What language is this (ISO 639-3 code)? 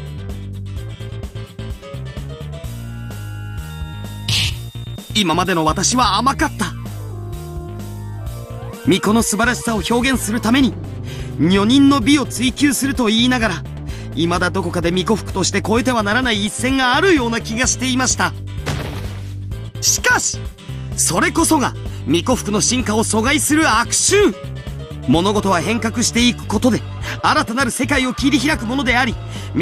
jpn